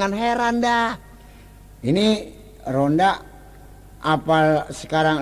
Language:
Betawi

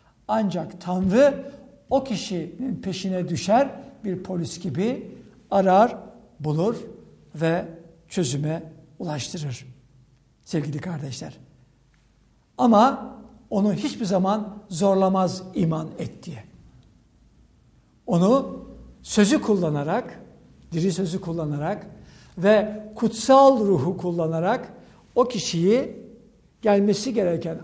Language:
Turkish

